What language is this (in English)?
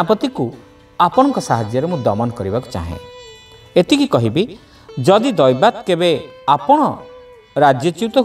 Odia